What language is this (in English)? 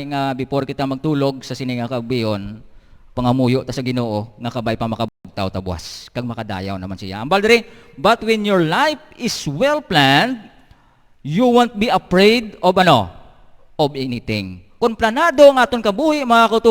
Hiligaynon